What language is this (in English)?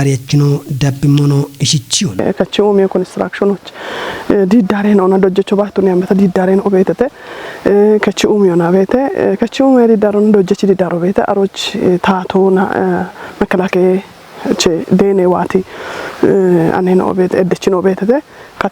Kafa